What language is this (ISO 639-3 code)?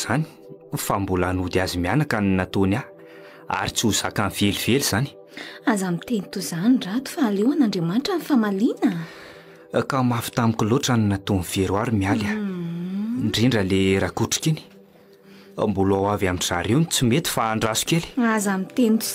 mlg